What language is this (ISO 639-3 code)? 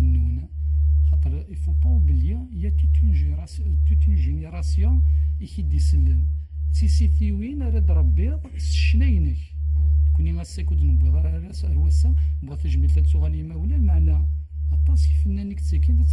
kab